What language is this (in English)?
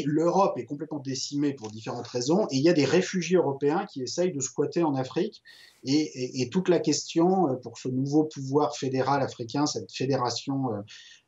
French